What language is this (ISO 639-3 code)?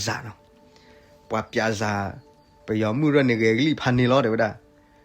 ksw